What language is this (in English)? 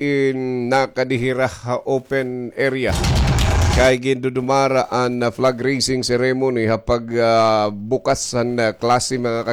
Waray